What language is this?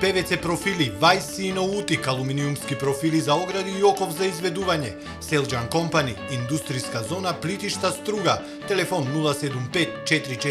Macedonian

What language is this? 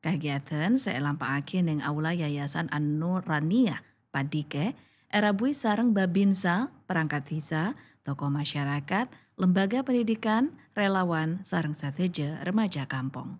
Madurese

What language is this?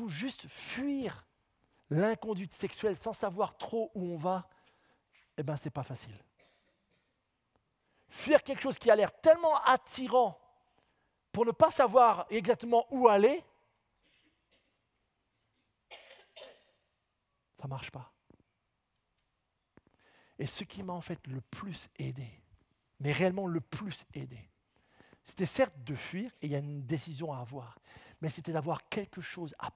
French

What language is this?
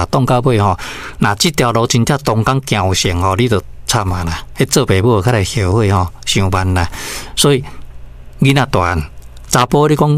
Min Nan Chinese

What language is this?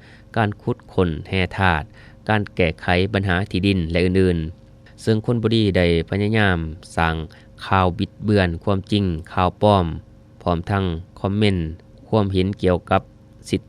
Lao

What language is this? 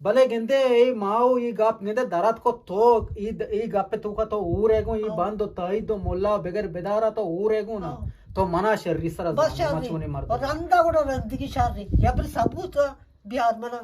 Eastern Balochi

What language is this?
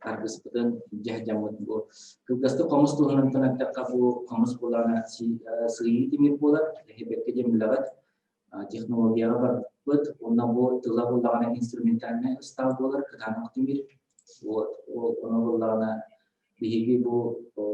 Yakut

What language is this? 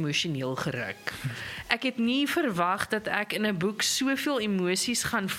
Afrikaans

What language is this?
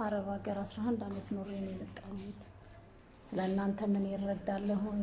Amharic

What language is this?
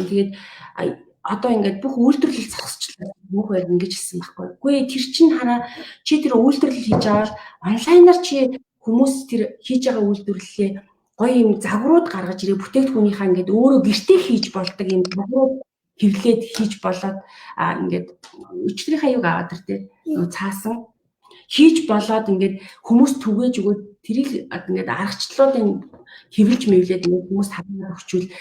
Mongolian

